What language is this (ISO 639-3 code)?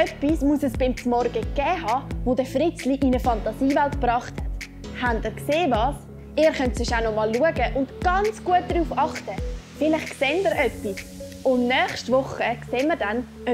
gsw